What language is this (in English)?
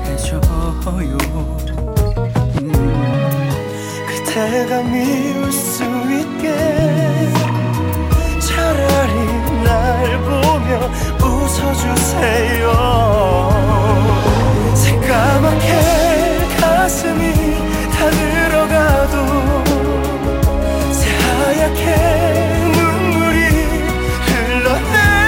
Korean